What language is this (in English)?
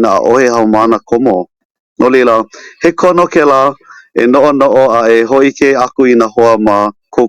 Hawaiian